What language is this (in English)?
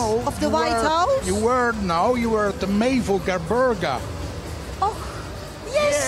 Limburgish